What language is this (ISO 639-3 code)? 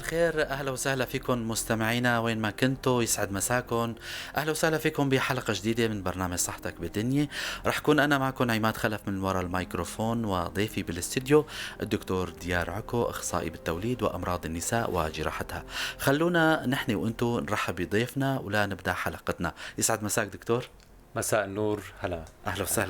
apc